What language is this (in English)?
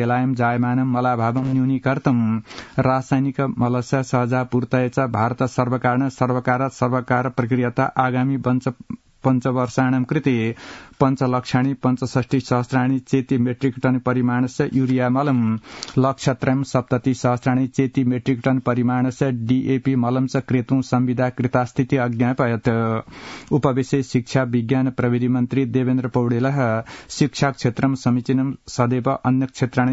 Sanskrit